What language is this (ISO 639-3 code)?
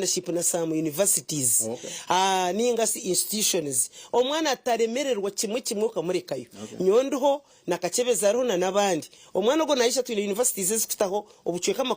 nyn